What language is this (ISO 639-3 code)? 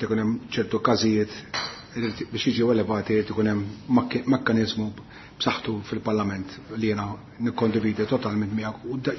mlt